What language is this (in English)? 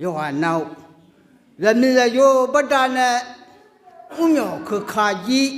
Akha